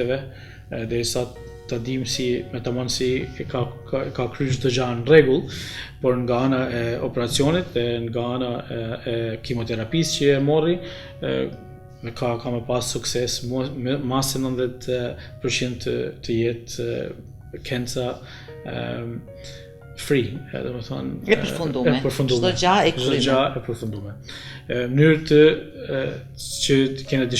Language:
Albanian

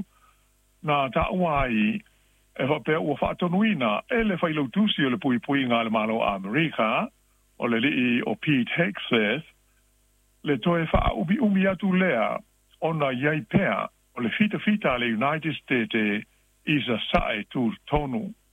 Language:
Samoan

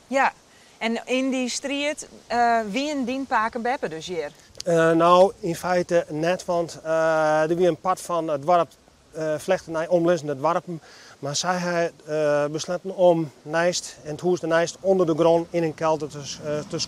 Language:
Western Frisian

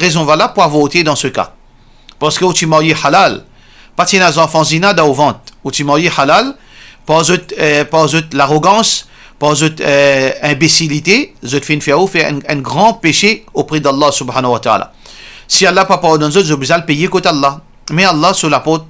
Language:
Morisyen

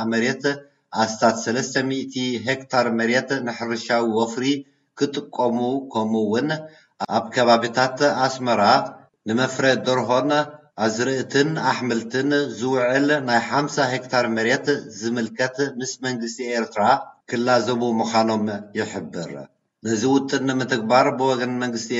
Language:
Tigrinya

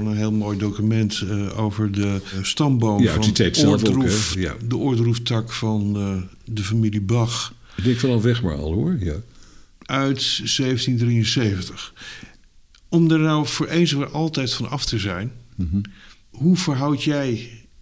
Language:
Dutch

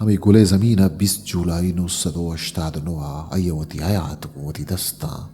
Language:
Eastern Balochi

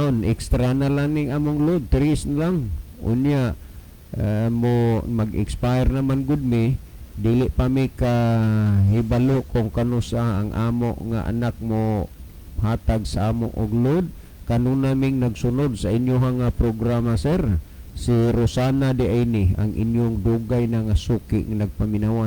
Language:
Cebuano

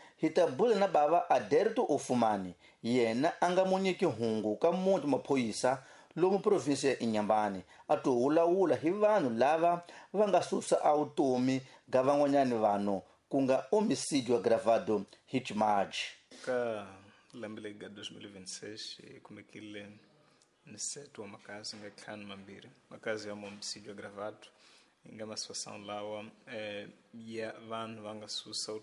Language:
Tsonga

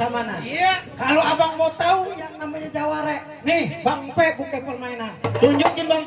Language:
Betawi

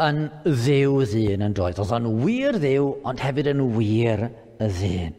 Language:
Welsh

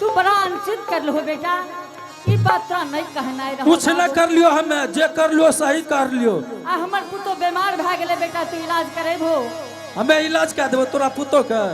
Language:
Angika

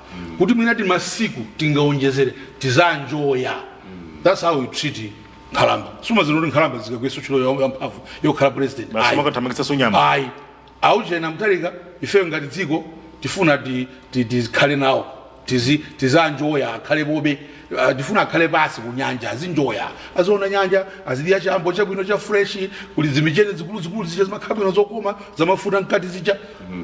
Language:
Nyanja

